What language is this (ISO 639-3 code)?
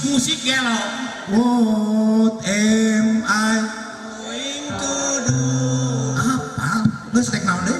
sun